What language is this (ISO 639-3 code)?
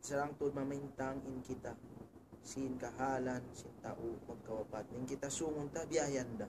tsg